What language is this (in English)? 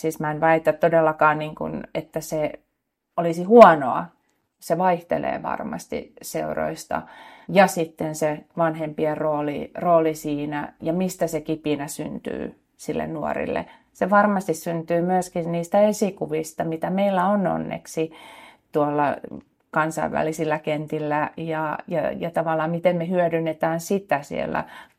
Finnish